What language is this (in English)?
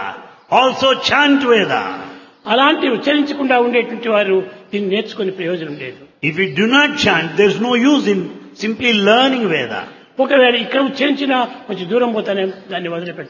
Telugu